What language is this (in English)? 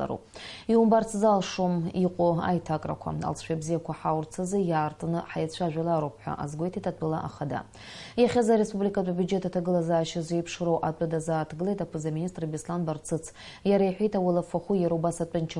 Abkhazian